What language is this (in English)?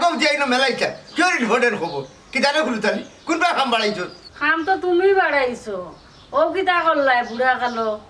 Sylheti